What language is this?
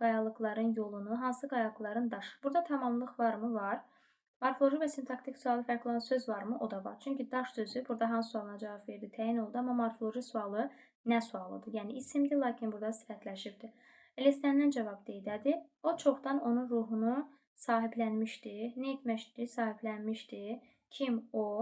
Azerbaijani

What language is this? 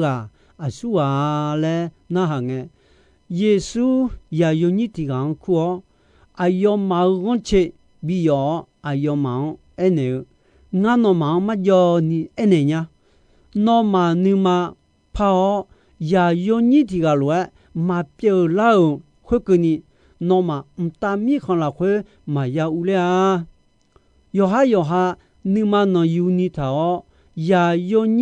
Akha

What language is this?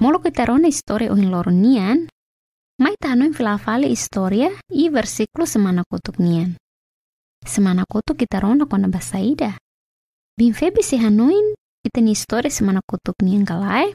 Tetum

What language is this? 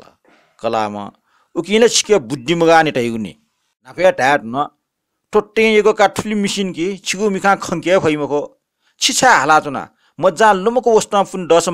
Newari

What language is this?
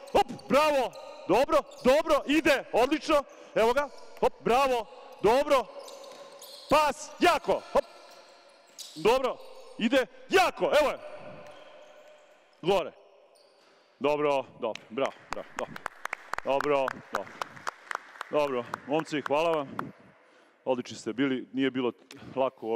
Serbian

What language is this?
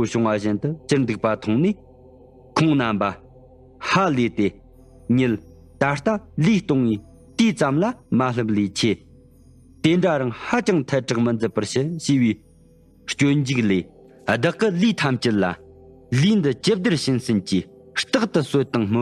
Tibetan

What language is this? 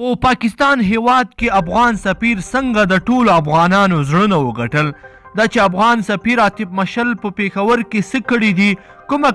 Pashto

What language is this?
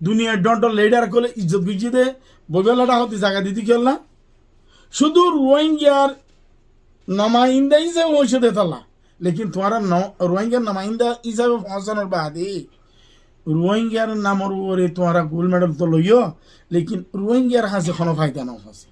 Rohingya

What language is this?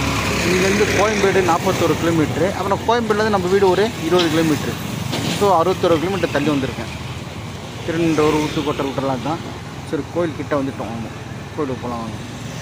Tamil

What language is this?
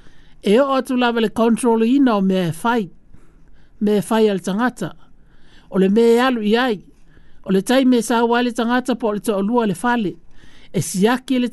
Samoan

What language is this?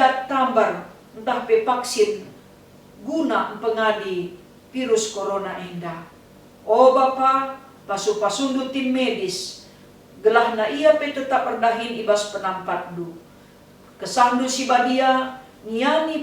Batak Karo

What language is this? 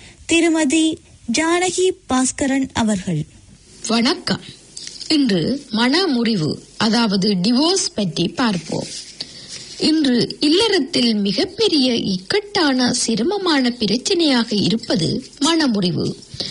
Tamil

